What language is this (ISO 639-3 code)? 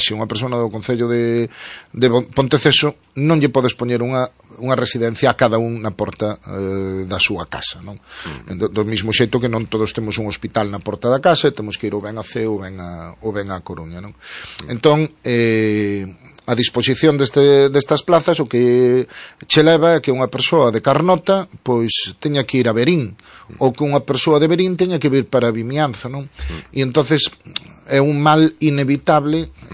glg